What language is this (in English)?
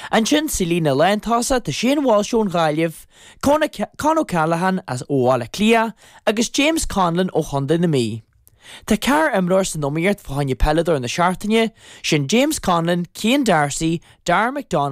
Irish